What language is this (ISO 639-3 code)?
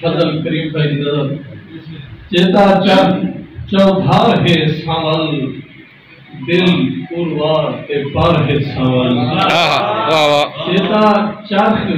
skr